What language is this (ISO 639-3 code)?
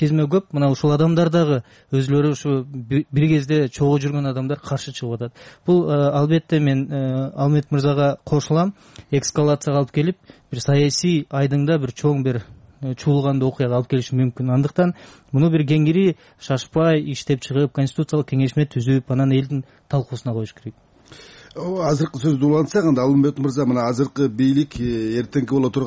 kir